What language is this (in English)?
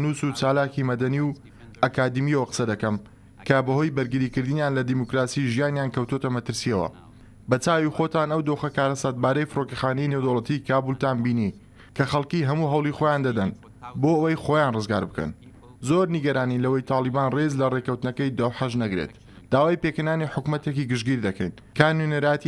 Central Kurdish